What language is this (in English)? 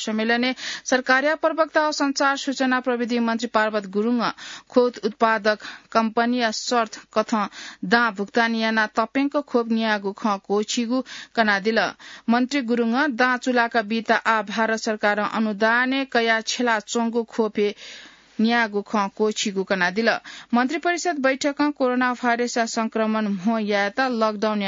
Newari